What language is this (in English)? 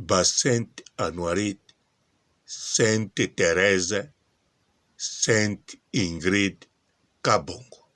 Lingala